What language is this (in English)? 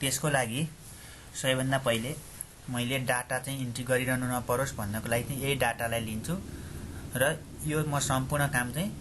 Nepali